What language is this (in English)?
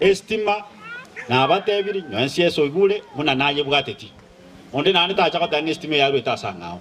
Gusii